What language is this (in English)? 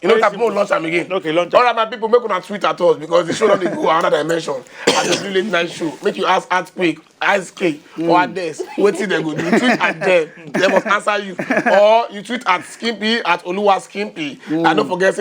Nigerian Pidgin